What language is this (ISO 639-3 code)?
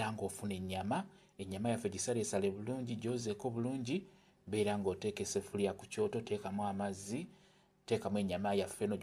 lug